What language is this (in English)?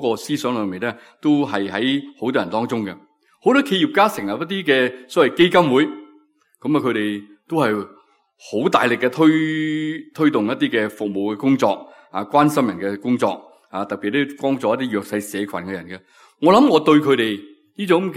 Cantonese